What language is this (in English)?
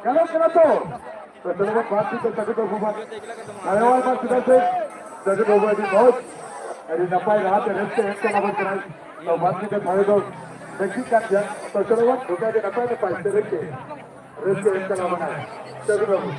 Santali